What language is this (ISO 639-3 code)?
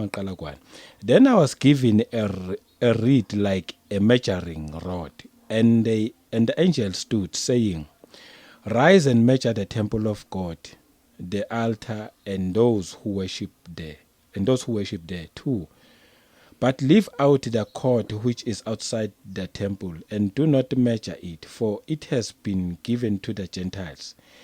zul